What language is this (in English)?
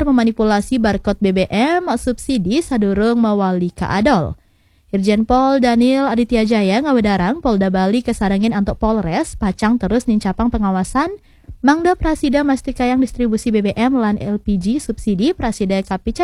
Balinese